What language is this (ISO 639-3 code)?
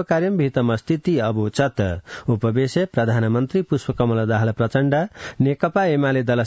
san